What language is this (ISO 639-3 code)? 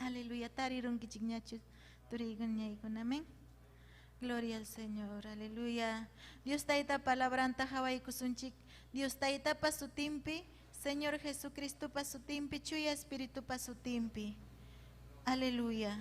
quy